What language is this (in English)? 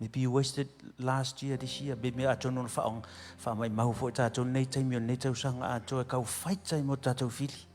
Samoan